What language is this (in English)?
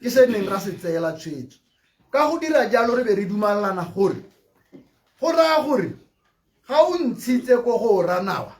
Tswana